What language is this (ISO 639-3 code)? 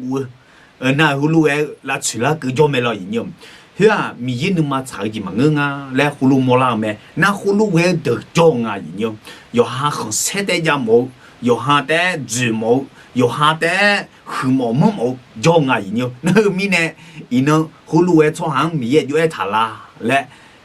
ahk